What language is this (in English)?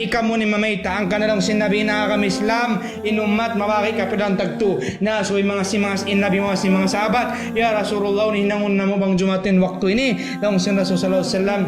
Tausug